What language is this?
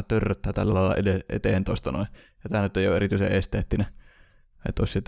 Finnish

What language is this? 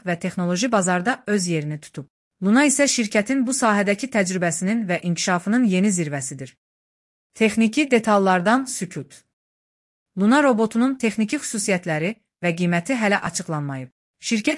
Azerbaijani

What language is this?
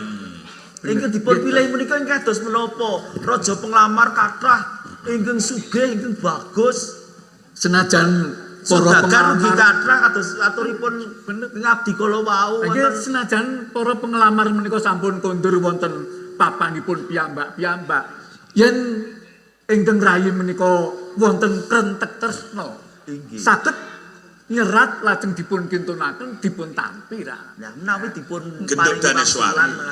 Javanese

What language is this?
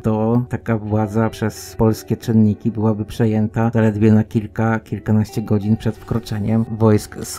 Polish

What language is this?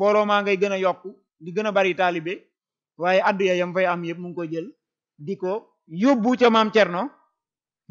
Wolof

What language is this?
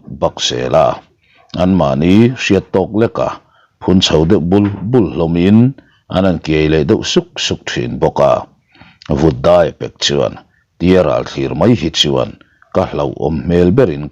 Mizo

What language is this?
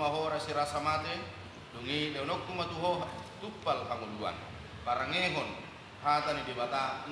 Batak Toba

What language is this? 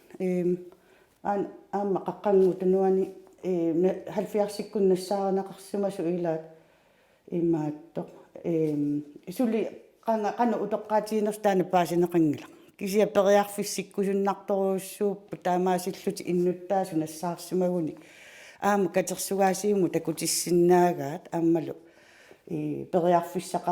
Kalaallisut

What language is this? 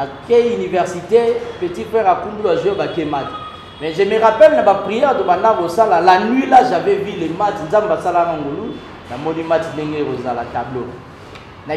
Lingala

